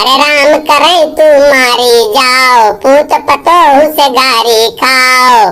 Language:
Awadhi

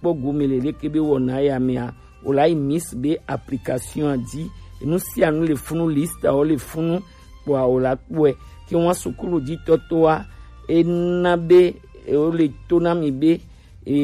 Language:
Gen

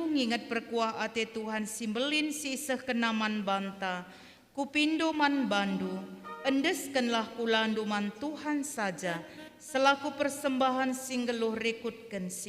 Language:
Batak Karo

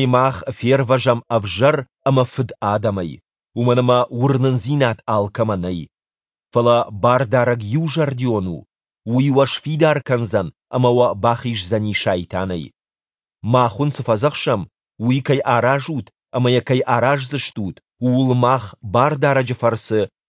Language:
Ossetic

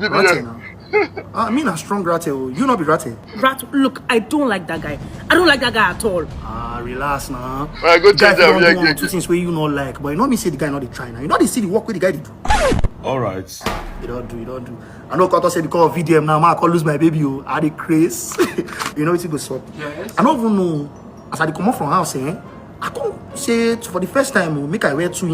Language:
Nigerian Pidgin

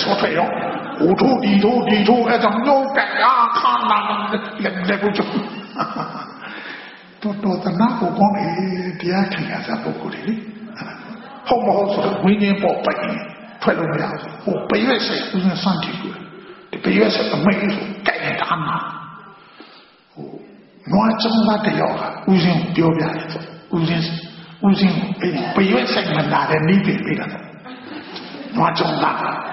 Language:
Burmese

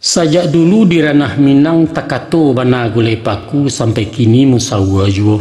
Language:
Minangkabau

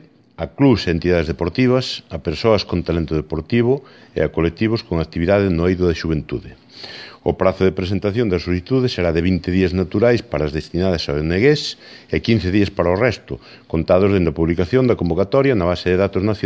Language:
Galician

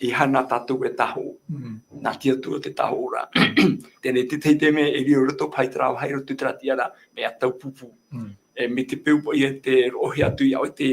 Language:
Tahitian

